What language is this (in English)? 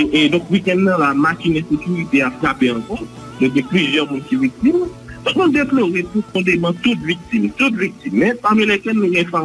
Haitian Creole